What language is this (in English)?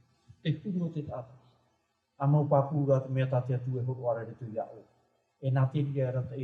Tahitian